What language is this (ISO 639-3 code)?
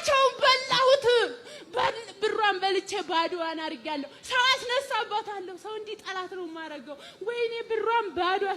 amh